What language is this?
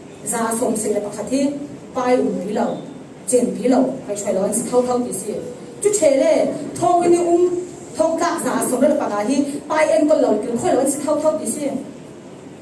Falam Chin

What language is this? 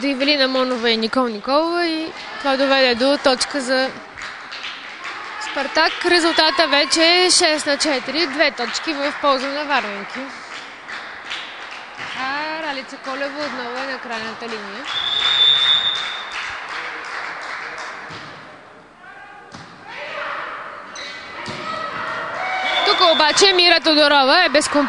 Bulgarian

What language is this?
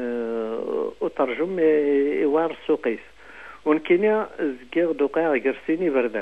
Kabyle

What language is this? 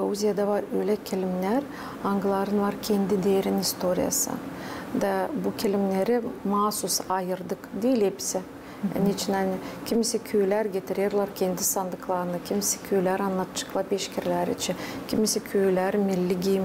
Gagauz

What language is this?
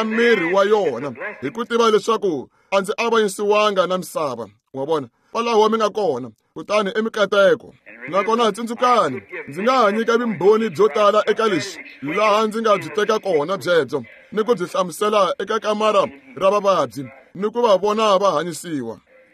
Tsonga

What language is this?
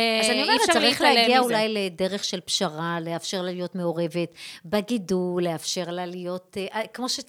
Hebrew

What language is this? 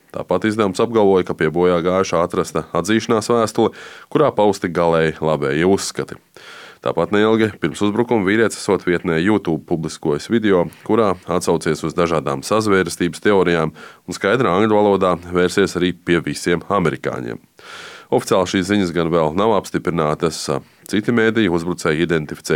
Latvian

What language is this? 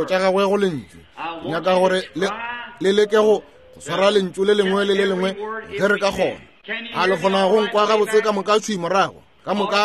Northern Sotho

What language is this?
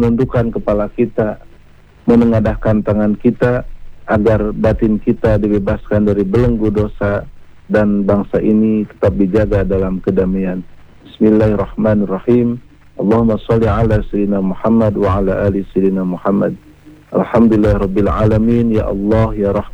Indonesian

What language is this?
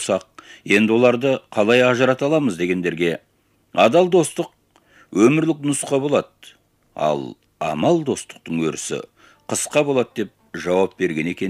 Kazakh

